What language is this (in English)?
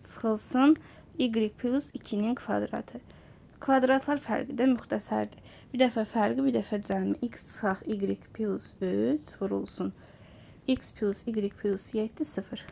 Azerbaijani